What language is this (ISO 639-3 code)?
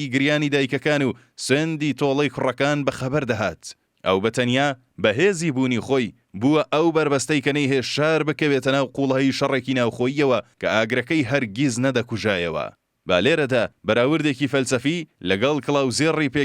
ckb